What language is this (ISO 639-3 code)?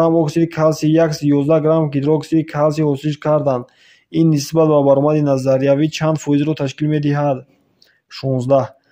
tgk